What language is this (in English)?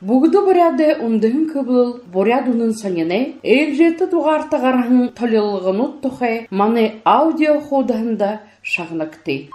Buriat